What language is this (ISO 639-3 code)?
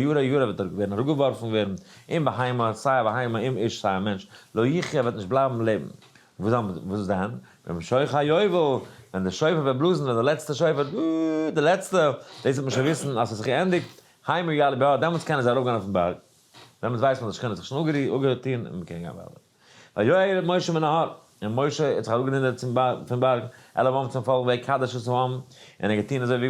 yid